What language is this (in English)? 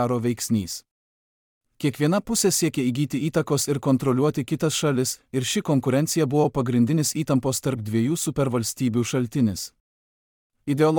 Lithuanian